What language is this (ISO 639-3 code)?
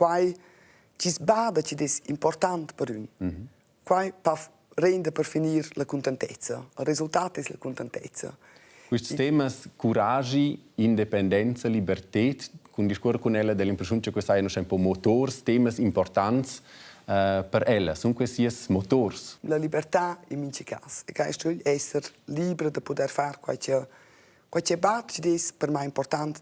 roh